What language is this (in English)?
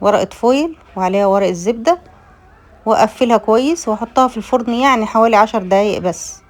Egyptian Arabic